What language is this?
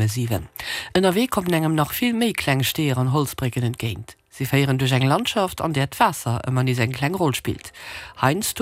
Luxembourgish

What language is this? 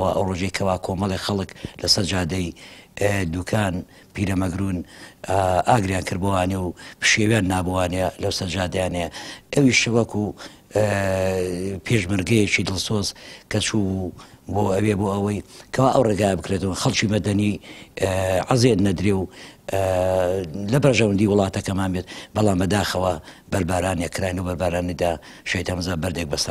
Central Kurdish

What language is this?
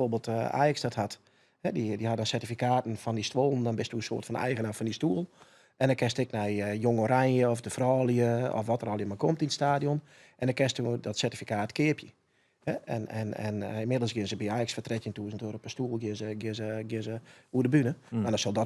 Western Frisian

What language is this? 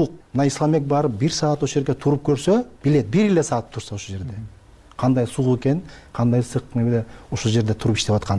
Kyrgyz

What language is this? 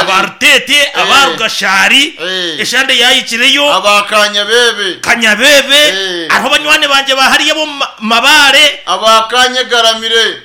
Nyankole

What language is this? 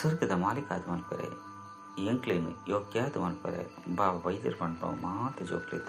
Tulu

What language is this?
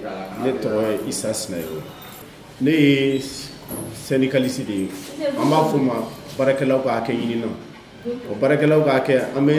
Bambara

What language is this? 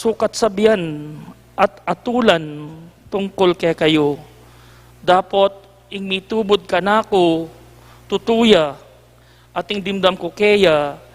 Pampanga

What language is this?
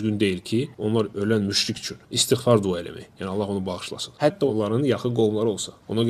Azerbaijani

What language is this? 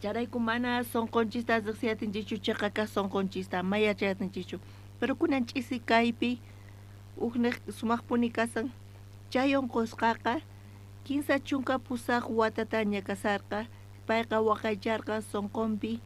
South Bolivian Quechua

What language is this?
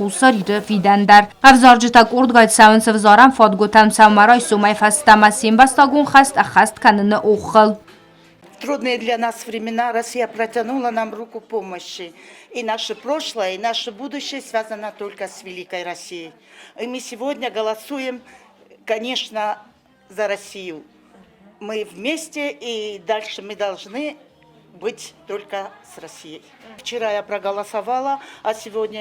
Ossetic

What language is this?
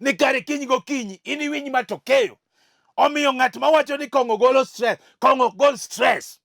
Luo (Kenya and Tanzania)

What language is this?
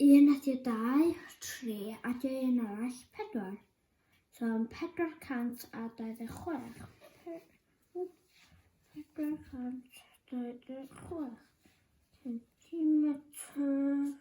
Welsh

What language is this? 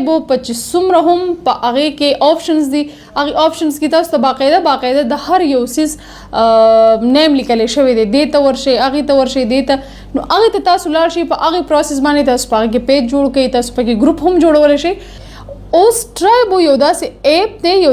Pashto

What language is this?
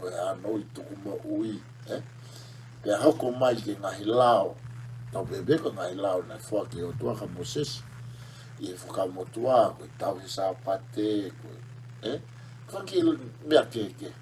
Tongan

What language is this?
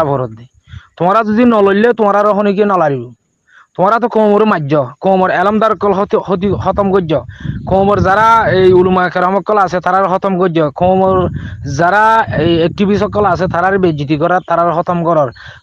Rohingya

